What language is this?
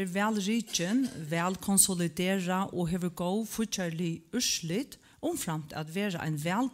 Faroese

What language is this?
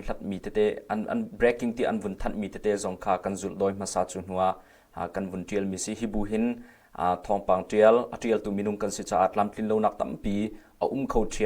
Hakha Chin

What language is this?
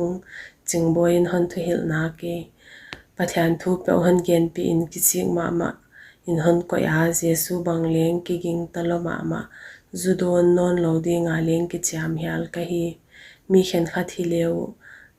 Paite Chin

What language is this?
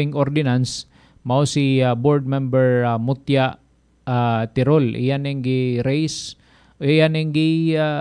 Cebuano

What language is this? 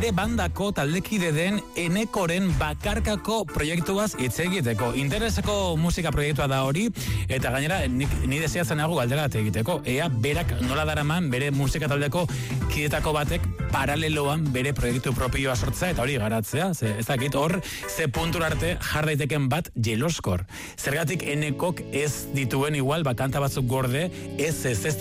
Basque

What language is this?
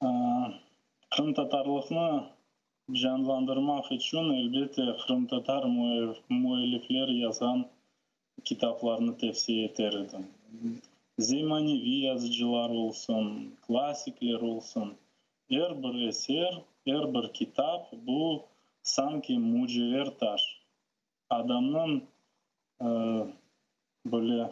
Crimean Tatar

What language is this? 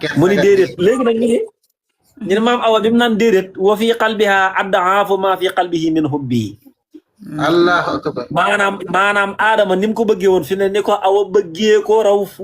Wolof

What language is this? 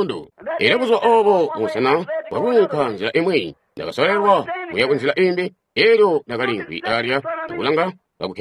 Tonga (Zambia)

